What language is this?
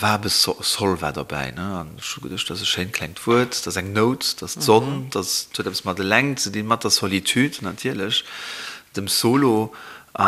Luxembourgish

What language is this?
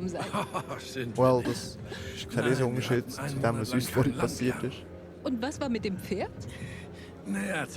Swiss German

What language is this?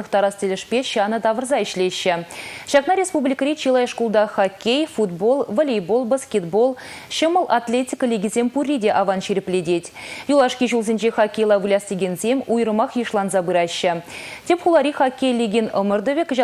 Chuvash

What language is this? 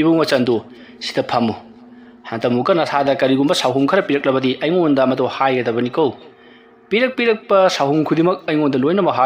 Manipuri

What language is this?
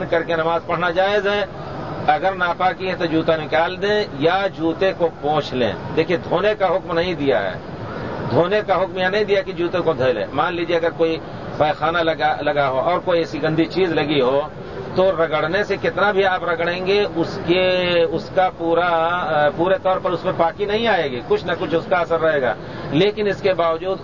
Urdu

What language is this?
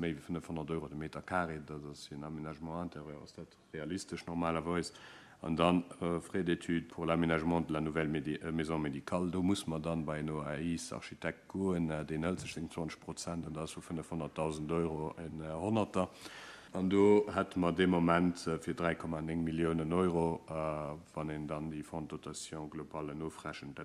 Luxembourgish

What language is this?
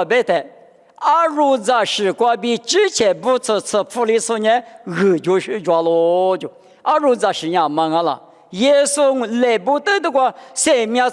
Lisu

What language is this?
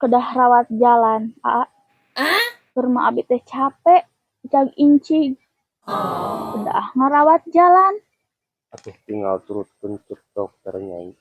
Sundanese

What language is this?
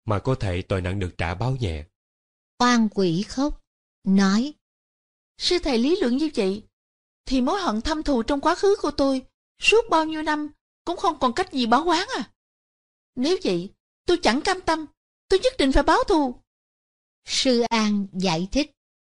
Vietnamese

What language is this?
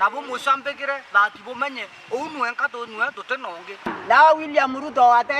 Meru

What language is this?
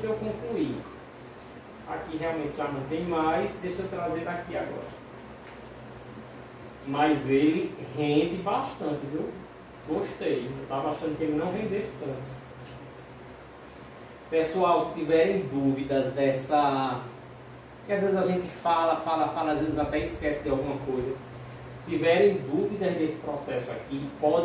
Portuguese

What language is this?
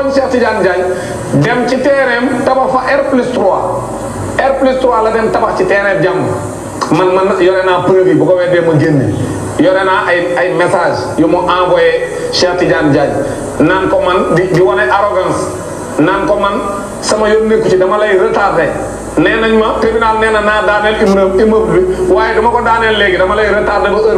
Wolof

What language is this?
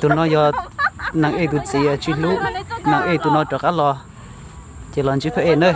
Hmong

